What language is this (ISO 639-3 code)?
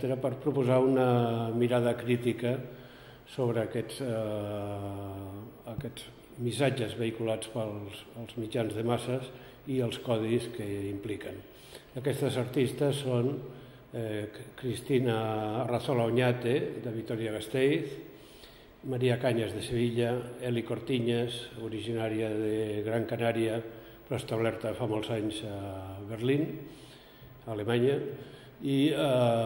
cat